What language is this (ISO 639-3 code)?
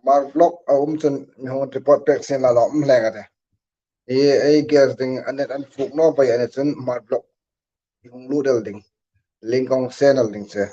hmr